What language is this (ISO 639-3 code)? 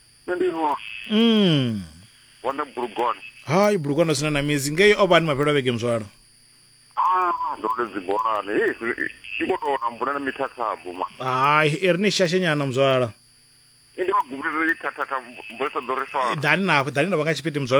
ven